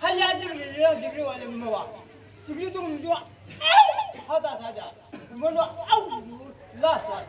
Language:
Yimchungru Naga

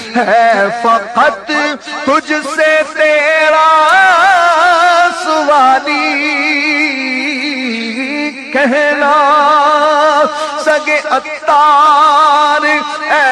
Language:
Urdu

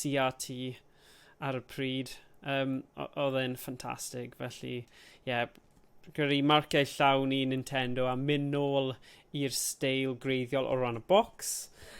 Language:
Welsh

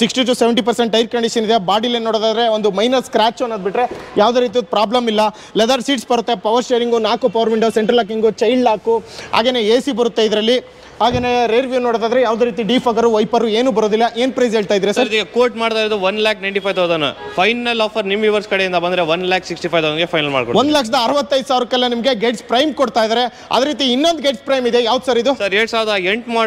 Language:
Kannada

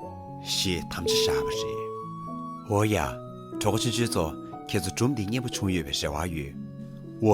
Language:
Tibetan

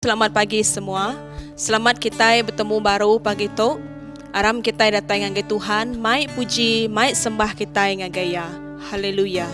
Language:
Iban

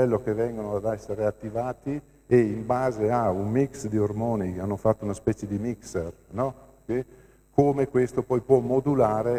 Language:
Italian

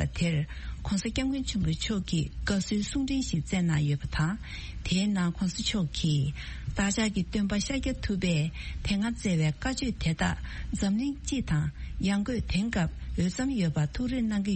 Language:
Tibetan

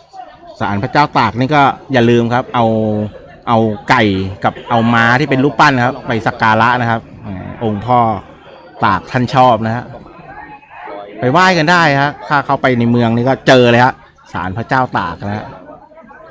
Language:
Thai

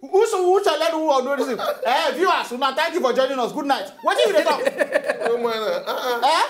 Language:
Nigerian Pidgin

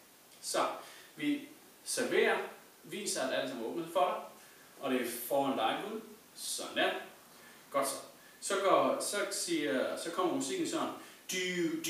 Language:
Danish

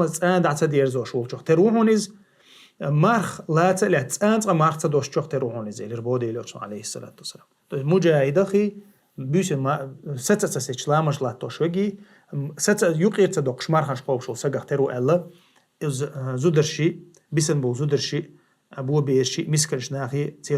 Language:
Chechen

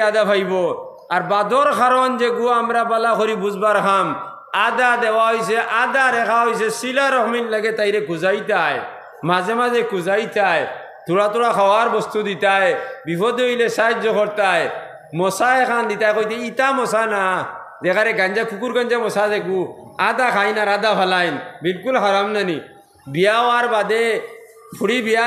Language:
Sylheti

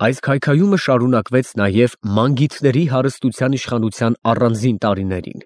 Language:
Armenian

